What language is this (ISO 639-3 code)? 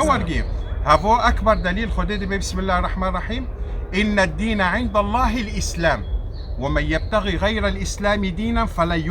kur